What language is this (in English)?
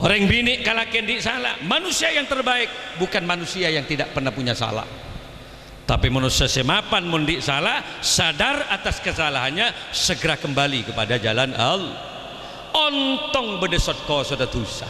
Madurese